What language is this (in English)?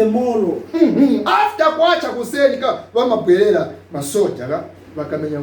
Nyanja